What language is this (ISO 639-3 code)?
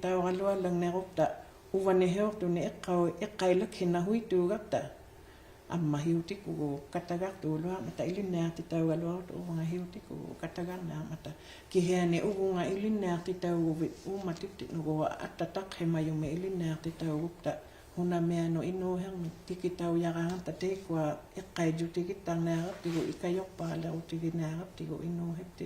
iku